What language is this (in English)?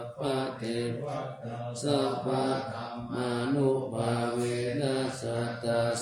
Pali